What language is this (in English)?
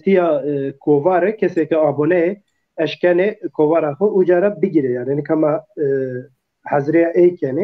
Zaza